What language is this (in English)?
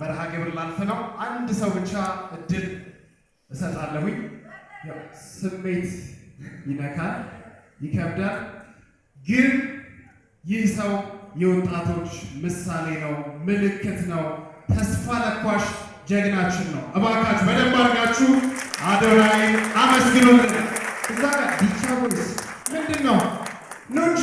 Amharic